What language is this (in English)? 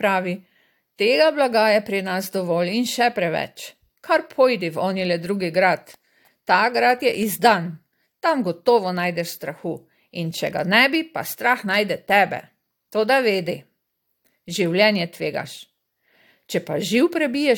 Slovenian